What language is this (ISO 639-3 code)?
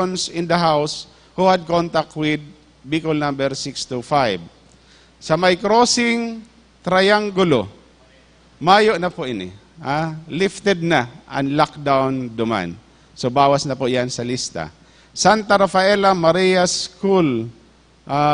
bik